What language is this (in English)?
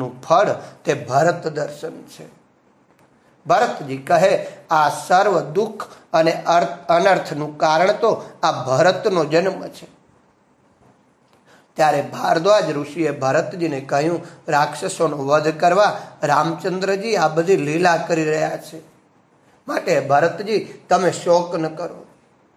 Gujarati